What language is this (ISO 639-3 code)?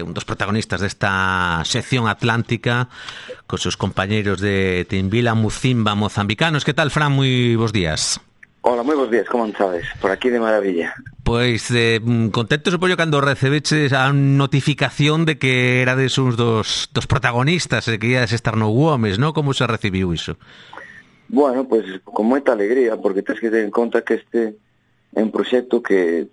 glg